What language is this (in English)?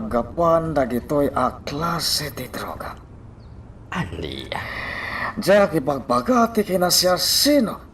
Iloko